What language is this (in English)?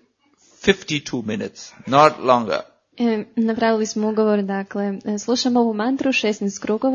Croatian